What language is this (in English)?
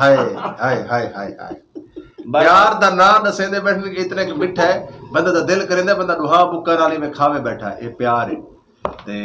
Saraiki